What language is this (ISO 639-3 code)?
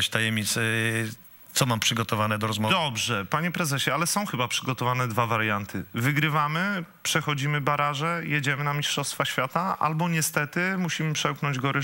pol